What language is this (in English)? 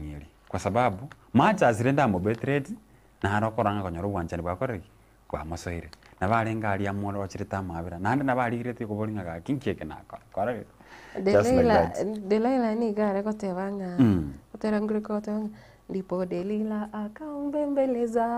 Gusii